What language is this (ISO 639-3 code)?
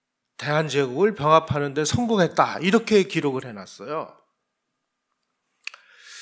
kor